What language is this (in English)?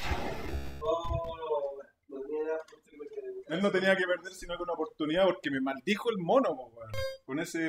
Spanish